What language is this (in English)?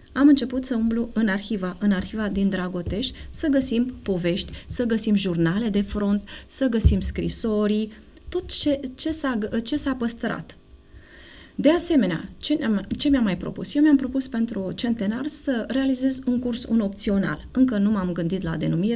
Romanian